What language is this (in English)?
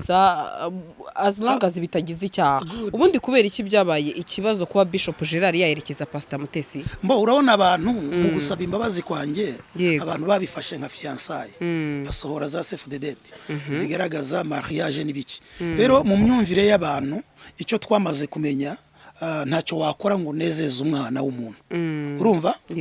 Kinyarwanda